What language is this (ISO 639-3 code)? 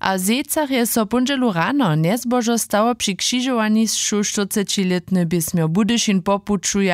hsb